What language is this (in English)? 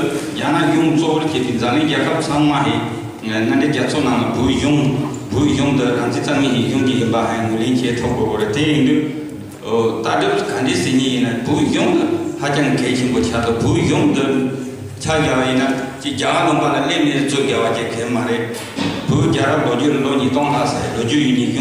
Tibetan